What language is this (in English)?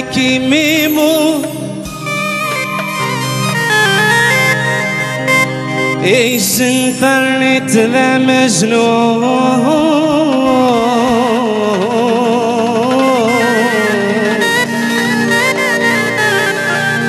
Arabic